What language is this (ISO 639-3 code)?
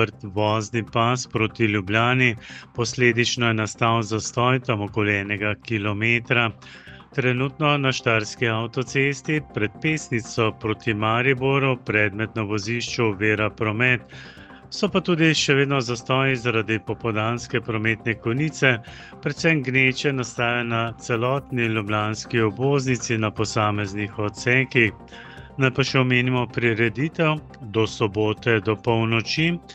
slv